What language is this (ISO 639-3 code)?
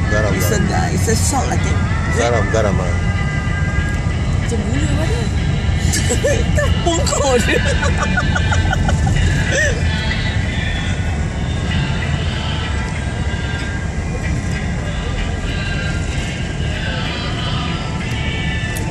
msa